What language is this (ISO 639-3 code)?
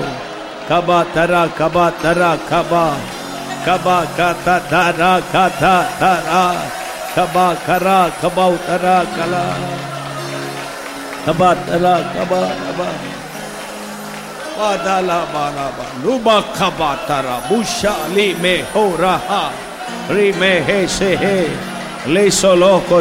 tam